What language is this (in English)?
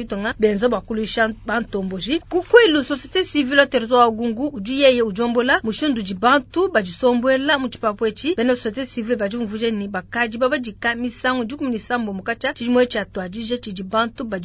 Luba-Lulua